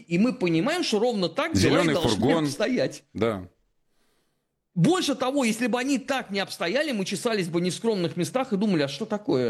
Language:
Russian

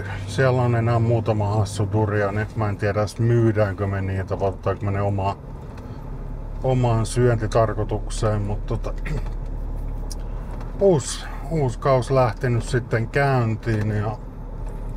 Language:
Finnish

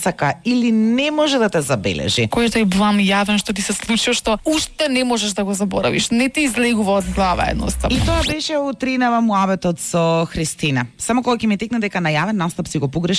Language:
Macedonian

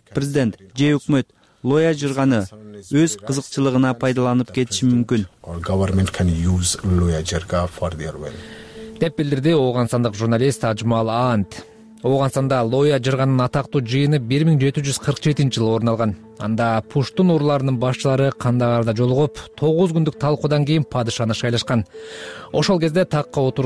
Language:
Kyrgyz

